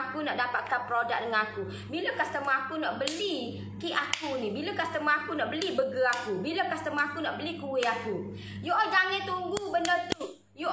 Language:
Malay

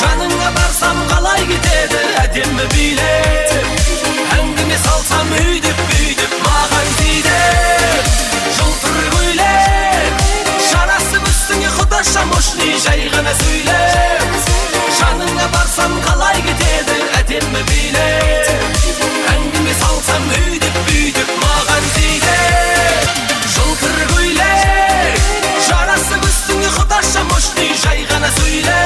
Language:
Kara-Kalpak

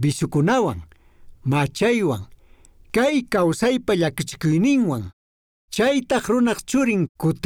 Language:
Quechua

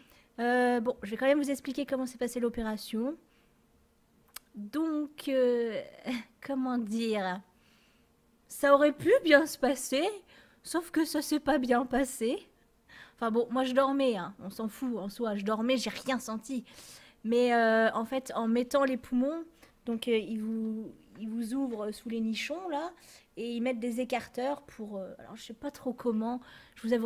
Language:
French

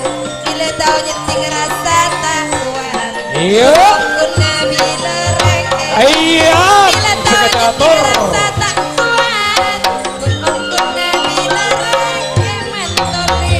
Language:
Madurese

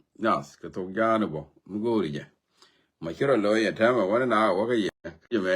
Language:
Nuer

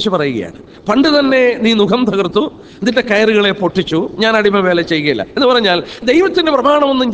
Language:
Malayalam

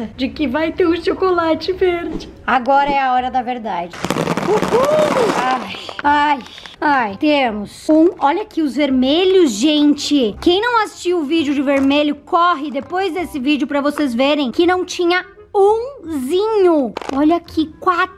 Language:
Portuguese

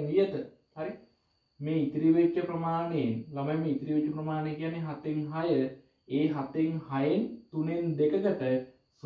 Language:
Sinhala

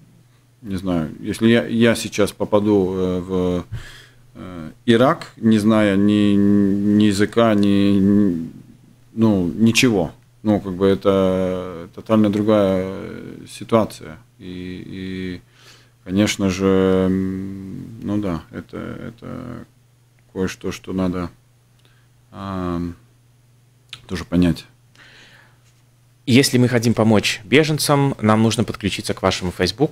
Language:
Russian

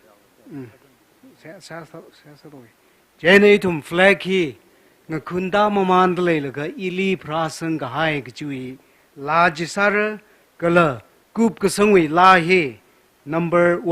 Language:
Tangkhul Naga (India)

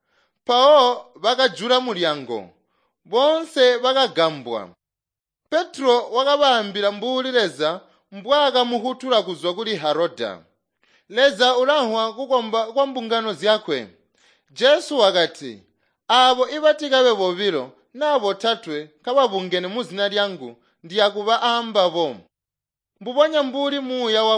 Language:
Tonga (Zambia)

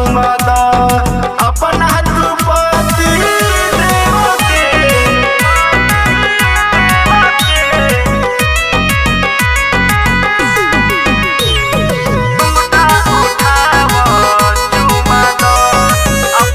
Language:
Bhojpuri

